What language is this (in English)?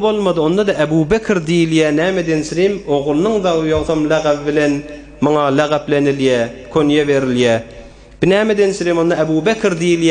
Turkmen